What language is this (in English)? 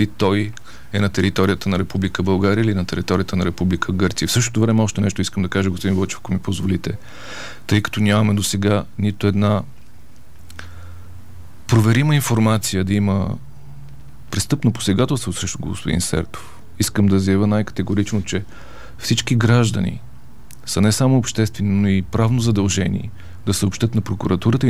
Bulgarian